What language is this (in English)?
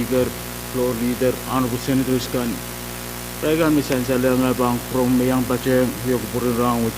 Pohnpeian